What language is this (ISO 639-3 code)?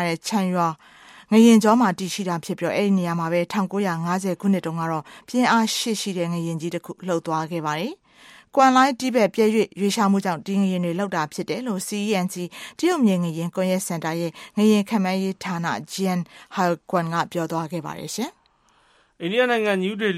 mya